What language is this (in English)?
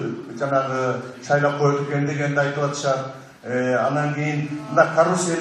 Kyrgyz